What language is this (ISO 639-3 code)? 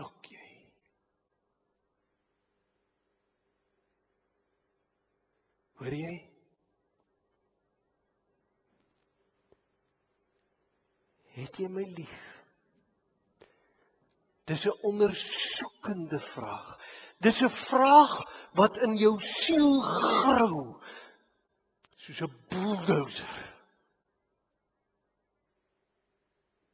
afr